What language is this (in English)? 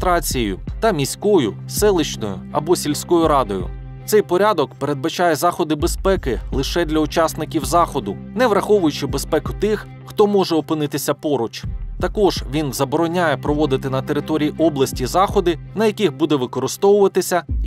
Ukrainian